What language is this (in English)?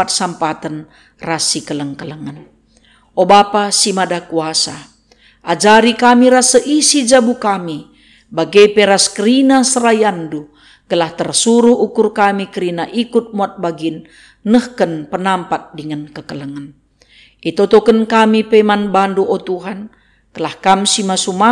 Batak Karo